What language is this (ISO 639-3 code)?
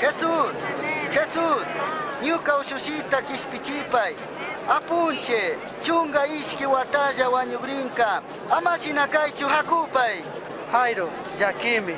qug